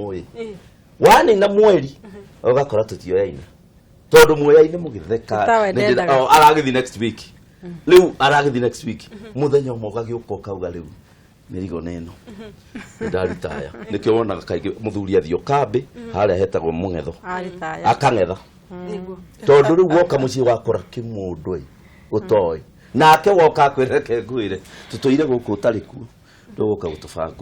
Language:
Kikuyu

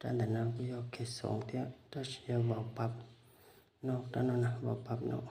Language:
Hmong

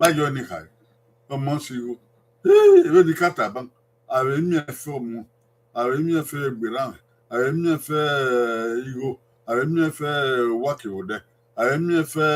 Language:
Bini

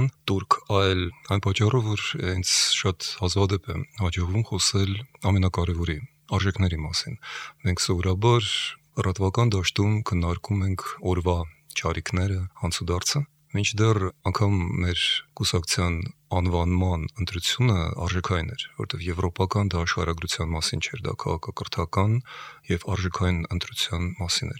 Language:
Armenian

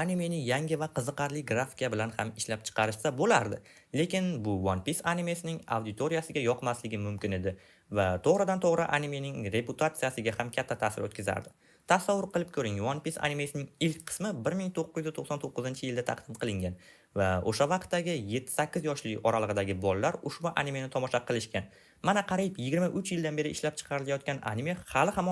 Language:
Uzbek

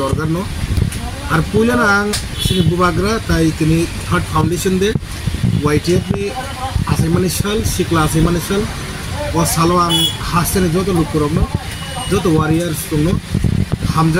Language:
Kok Borok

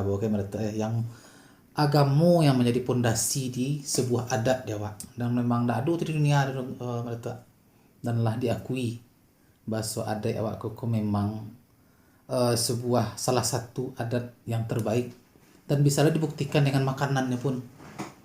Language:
Minangkabau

